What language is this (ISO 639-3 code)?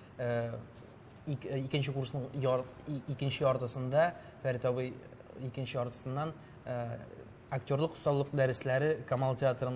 tat